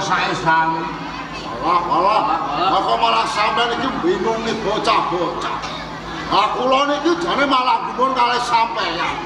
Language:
Javanese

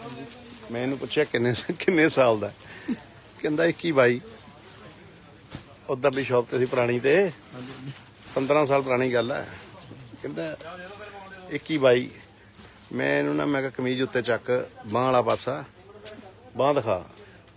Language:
Punjabi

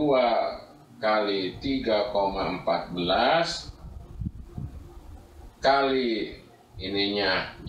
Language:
Indonesian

